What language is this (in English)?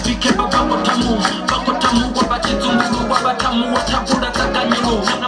Venda